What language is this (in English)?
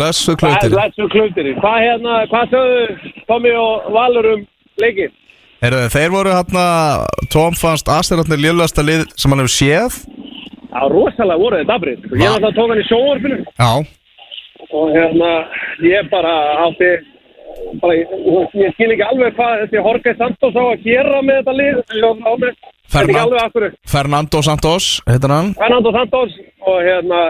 Icelandic